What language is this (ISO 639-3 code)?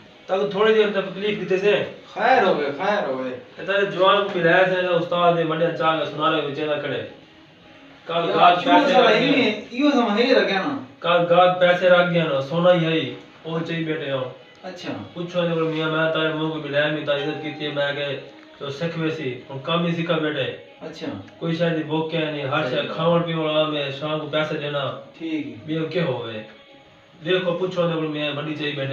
skr